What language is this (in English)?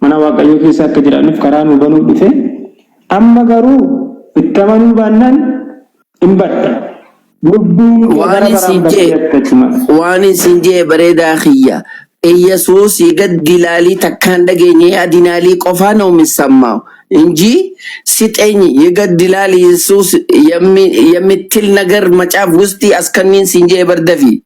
Oromo